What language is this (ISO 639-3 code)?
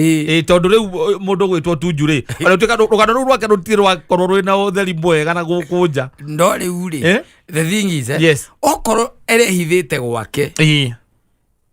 kik